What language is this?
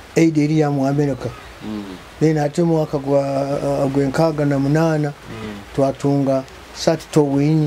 Nyoro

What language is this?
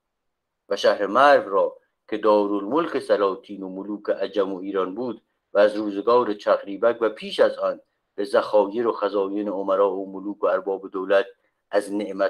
Persian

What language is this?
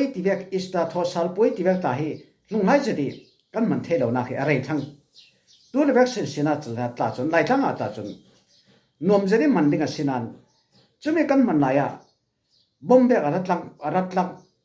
Falam Chin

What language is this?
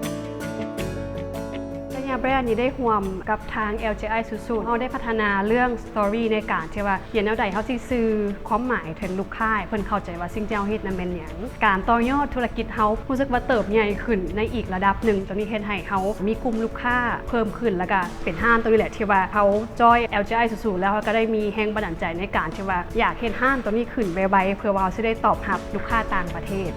Lao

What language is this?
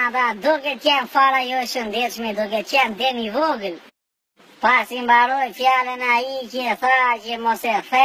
Albanian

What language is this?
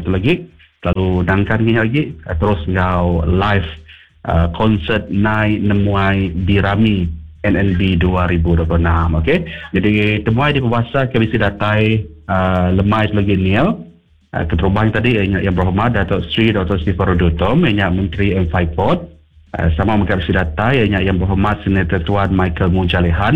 Iban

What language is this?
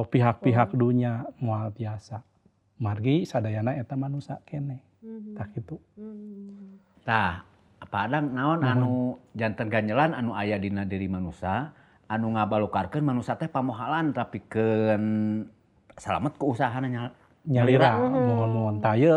Sundanese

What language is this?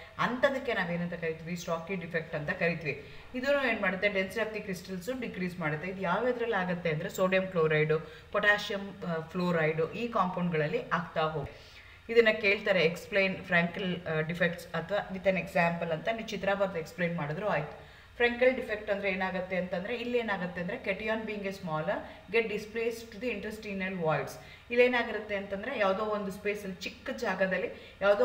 Kannada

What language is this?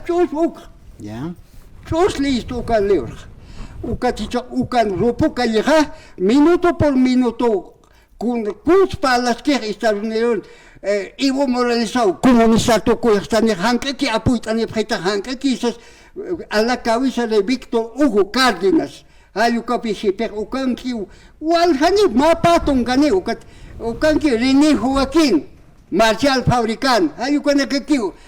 Aymara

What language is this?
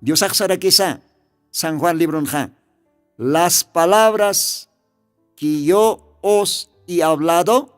Aymara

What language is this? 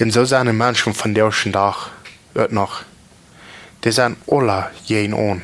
Plautdietsch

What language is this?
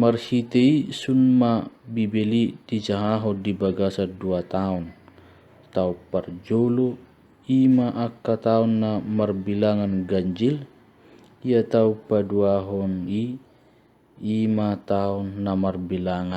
Batak Toba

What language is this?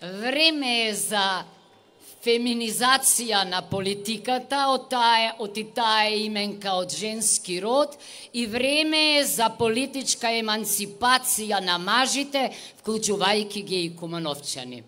Macedonian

